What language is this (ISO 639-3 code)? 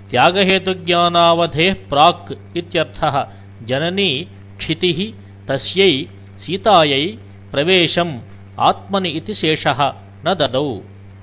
san